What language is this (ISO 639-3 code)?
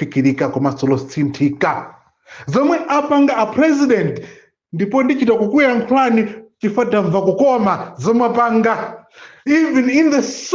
nya